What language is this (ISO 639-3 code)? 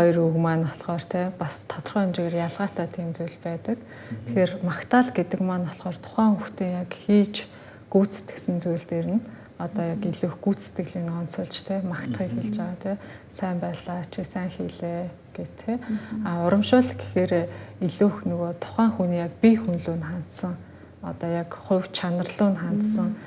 mon